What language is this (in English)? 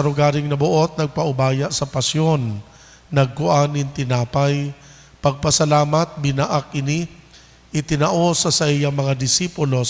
Bikol